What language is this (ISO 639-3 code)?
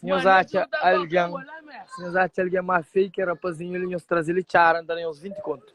kea